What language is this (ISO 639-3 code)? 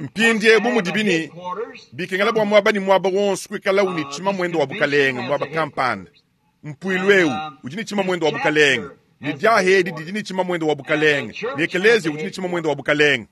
lua